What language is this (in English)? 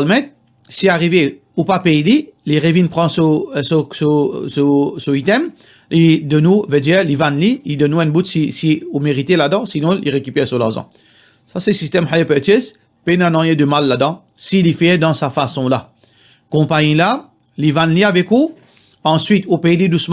Morisyen